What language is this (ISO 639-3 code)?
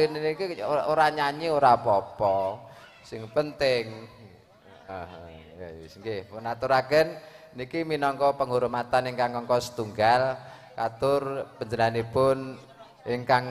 jav